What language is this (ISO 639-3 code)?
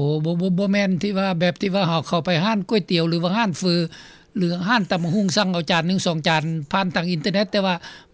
lao